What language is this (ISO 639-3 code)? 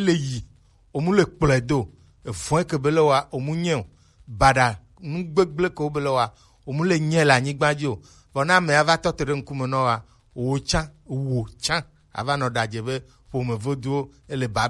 gej